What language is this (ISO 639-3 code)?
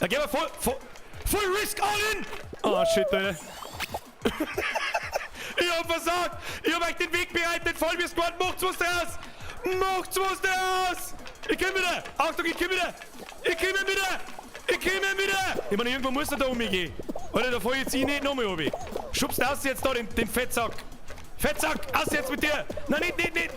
bar